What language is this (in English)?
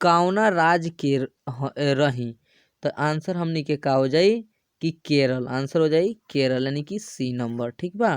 Bhojpuri